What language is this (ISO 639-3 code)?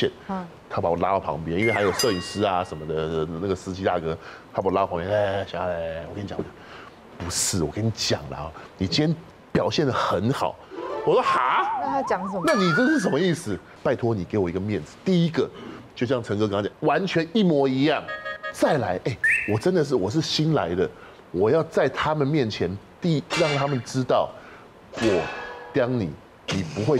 zho